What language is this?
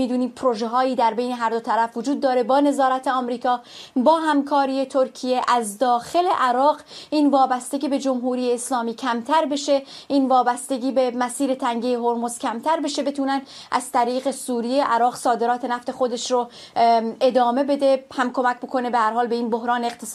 Persian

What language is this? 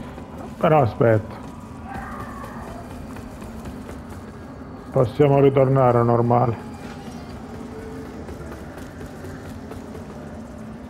Italian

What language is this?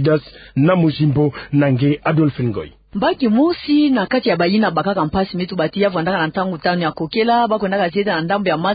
Kituba (Democratic Republic of Congo)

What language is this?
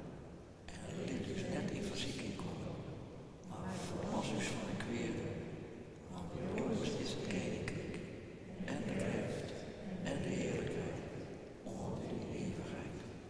Western Frisian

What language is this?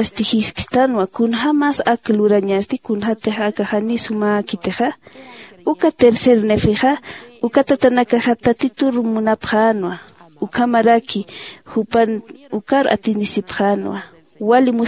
Aymara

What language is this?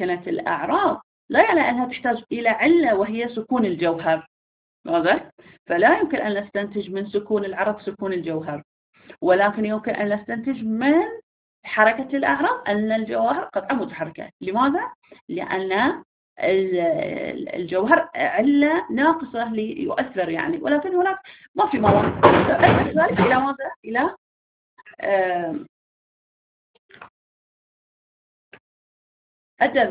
Arabic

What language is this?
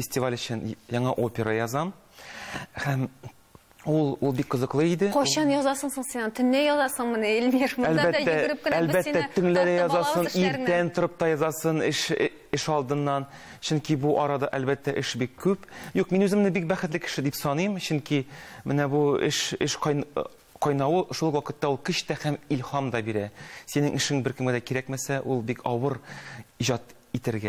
Tatar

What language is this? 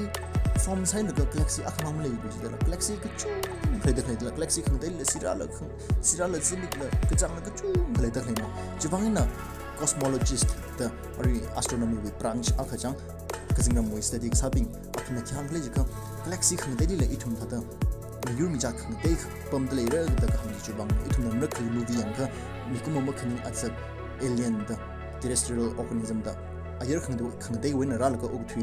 Tangkhul Naga (India)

